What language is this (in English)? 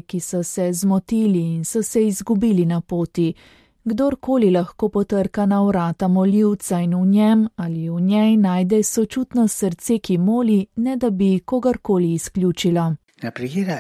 Slovenian